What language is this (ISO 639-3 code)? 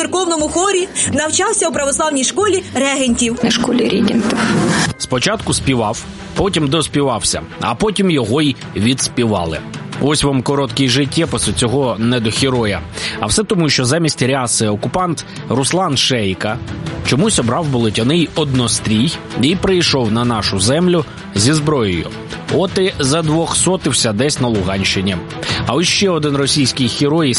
ukr